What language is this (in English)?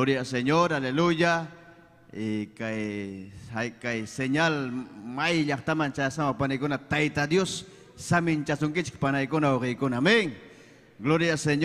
Ayacucho Quechua